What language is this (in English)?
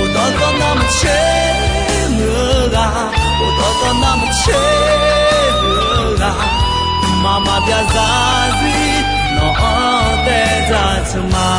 Akha